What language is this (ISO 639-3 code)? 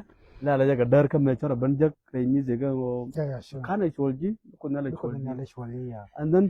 nus